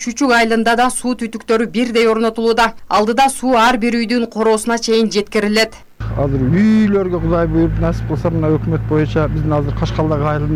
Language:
Kyrgyz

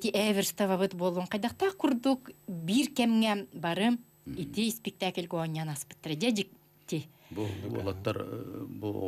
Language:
Yakut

